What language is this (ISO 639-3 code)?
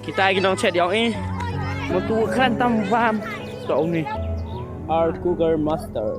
kha